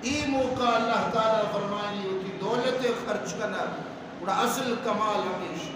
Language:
Baluchi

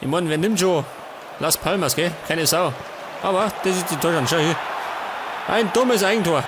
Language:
Bavarian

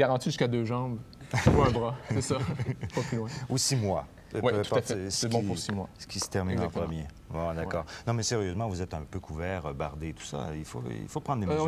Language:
French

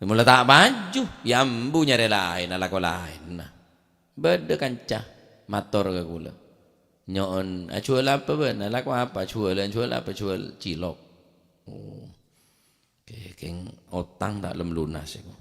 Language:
Madurese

